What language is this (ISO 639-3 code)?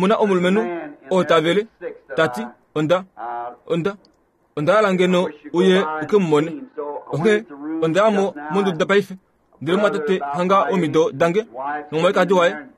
kua